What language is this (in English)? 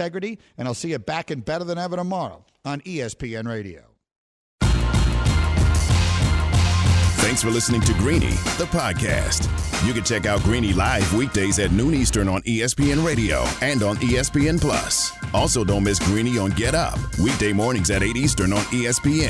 English